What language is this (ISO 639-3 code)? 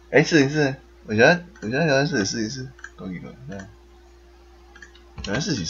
nan